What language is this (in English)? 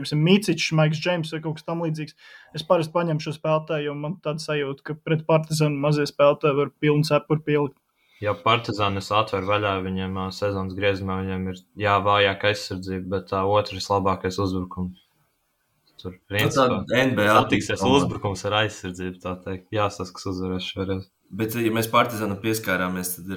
Latvian